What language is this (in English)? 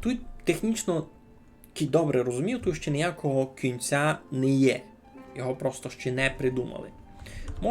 Rusyn